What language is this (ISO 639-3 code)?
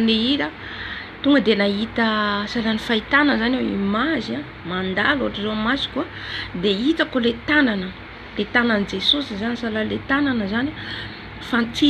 mlg